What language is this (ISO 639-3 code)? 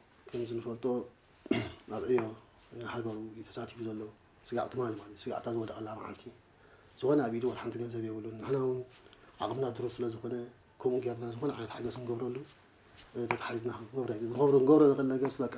tir